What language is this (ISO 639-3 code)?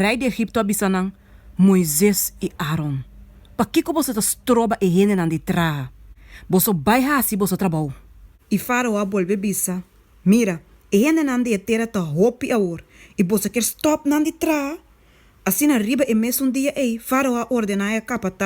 pap